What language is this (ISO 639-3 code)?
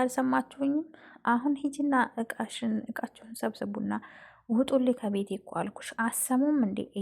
amh